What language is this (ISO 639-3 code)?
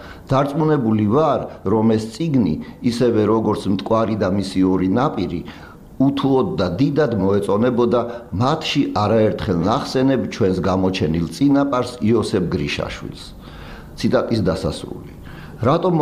kat